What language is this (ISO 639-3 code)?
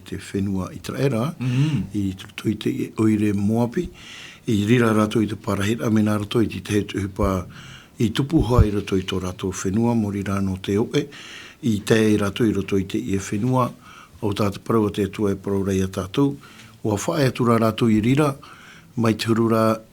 tah